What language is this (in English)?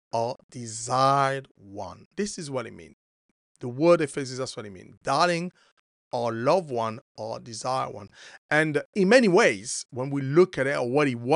English